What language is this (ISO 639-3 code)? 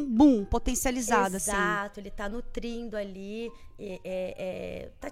por